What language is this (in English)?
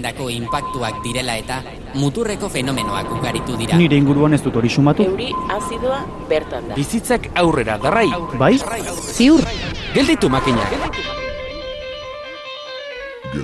Basque